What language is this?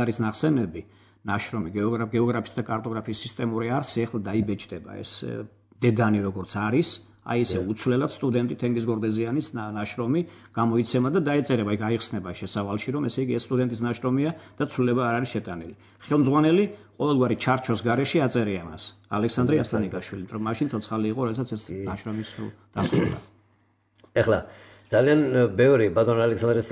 Georgian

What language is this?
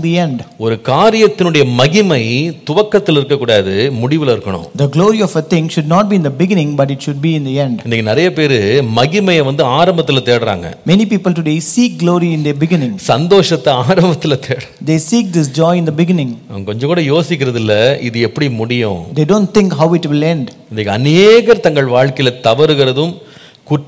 Tamil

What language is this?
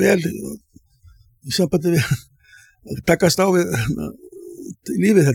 Icelandic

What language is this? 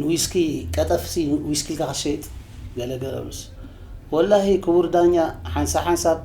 Tigrinya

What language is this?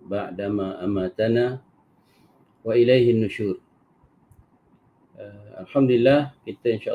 Malay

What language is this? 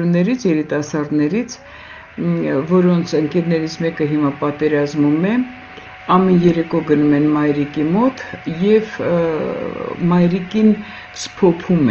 Armenian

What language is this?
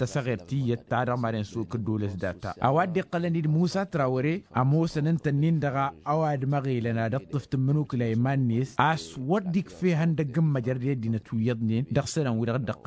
Tamasheq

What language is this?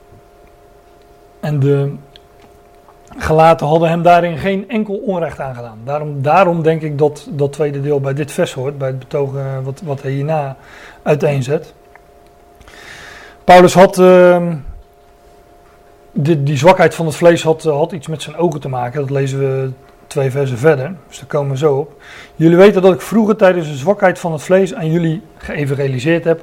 Dutch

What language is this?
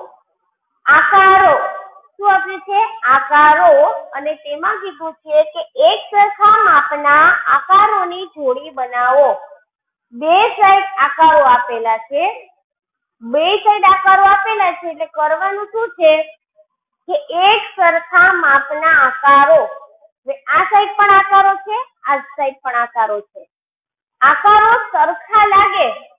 Gujarati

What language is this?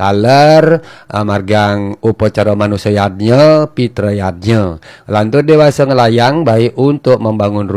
Balinese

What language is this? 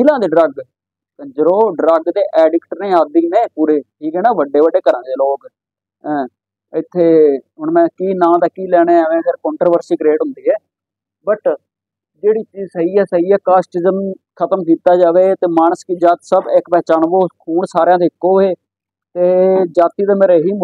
Punjabi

